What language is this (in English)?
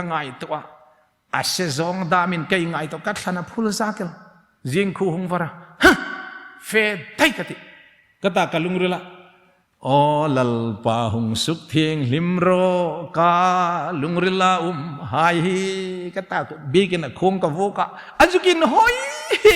Hmar